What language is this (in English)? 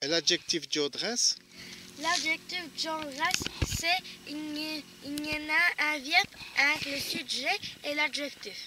Walloon